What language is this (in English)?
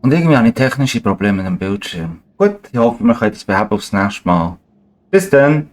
Swiss German